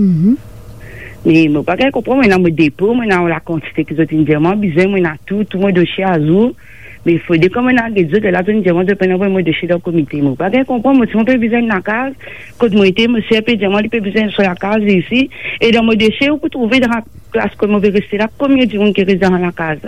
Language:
Morisyen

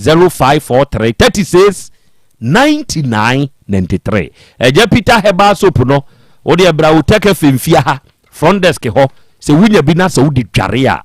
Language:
Akan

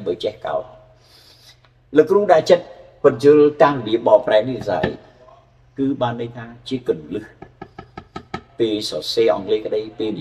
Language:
Khmer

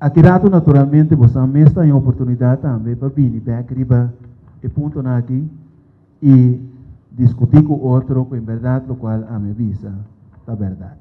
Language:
Papiamento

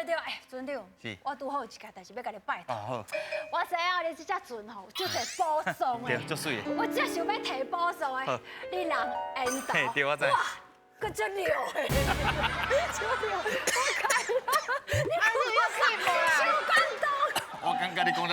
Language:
Min Nan Chinese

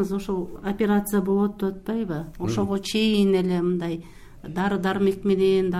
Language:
Kyrgyz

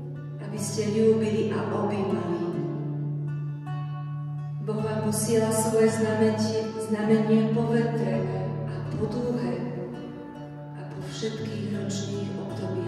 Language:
Slovak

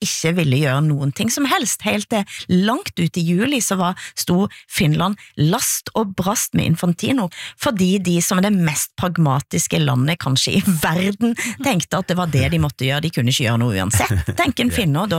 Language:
Norwegian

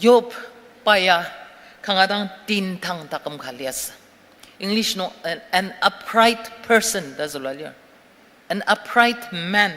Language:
Ao Naga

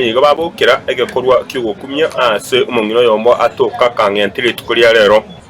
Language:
Gusii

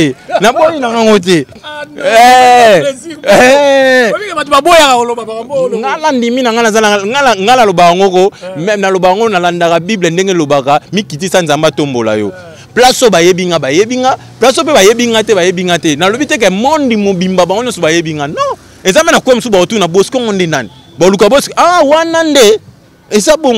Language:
Lingala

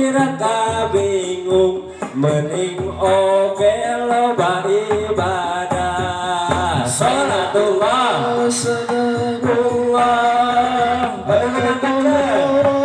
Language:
Sundanese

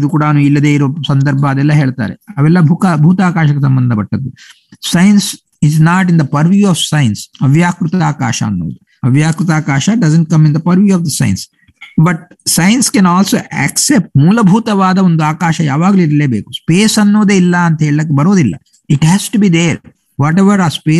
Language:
Kannada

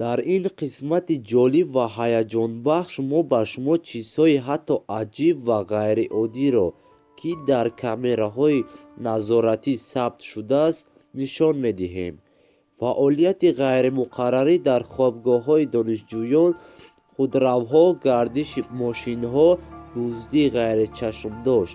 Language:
Tajik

